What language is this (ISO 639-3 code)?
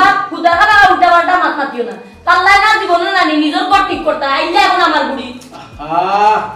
syl